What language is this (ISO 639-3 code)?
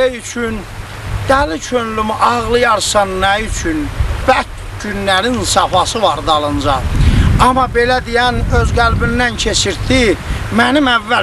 azb